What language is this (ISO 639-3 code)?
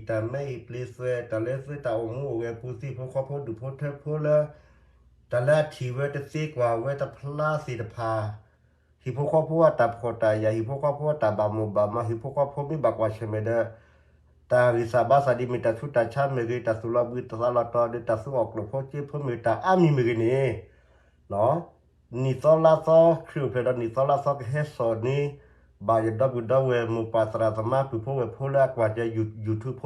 ksw